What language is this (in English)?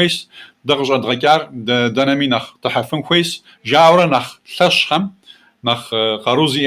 Kabardian